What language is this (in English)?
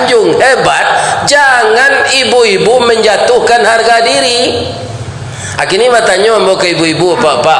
Minangkabau